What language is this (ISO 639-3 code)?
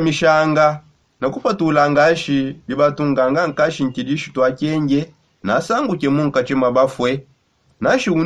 sop